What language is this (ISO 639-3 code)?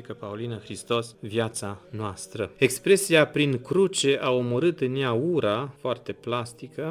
ron